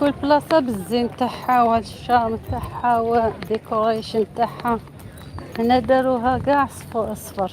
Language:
Algerian Arabic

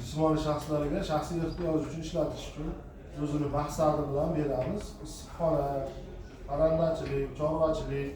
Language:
Uzbek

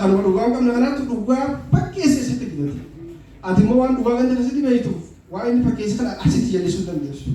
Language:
Oromo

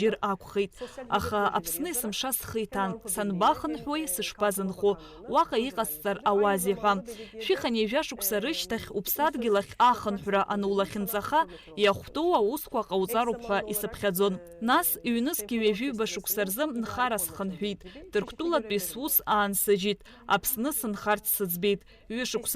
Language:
Abkhazian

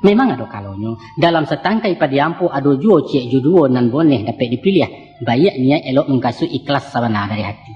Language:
Minangkabau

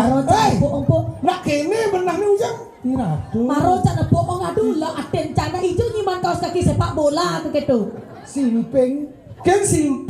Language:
Balinese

